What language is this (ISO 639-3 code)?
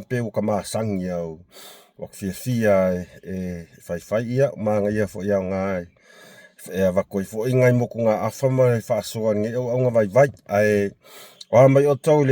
smo